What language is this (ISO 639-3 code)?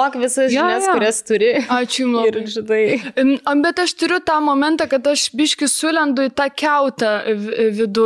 lit